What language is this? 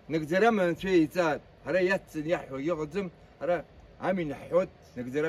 Abkhazian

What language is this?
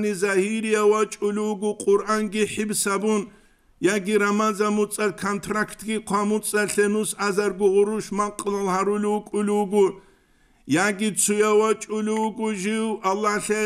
Avaric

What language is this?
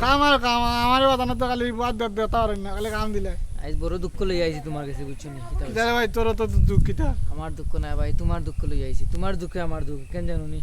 Sylheti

